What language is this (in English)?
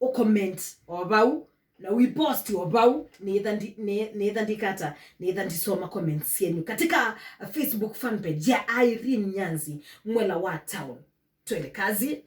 Kamba